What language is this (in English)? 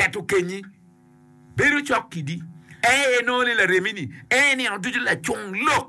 Acoli